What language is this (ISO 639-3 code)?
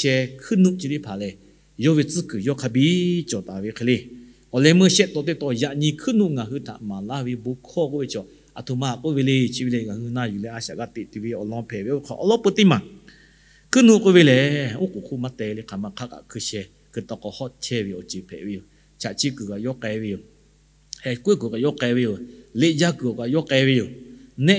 lhu